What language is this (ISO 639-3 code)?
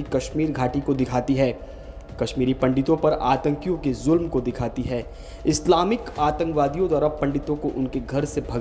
hin